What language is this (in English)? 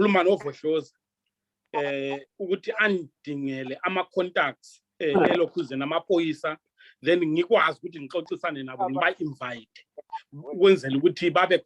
Zulu